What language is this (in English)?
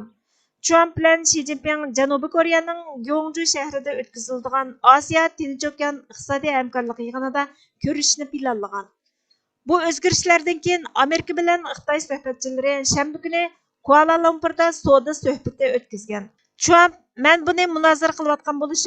Uyghur